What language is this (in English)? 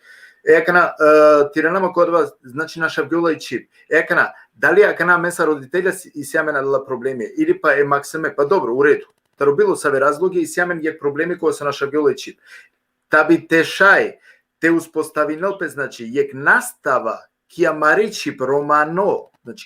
Balkan Romani